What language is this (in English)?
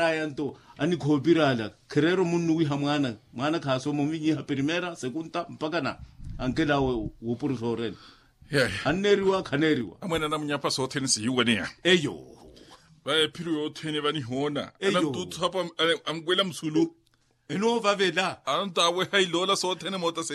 Makhuwa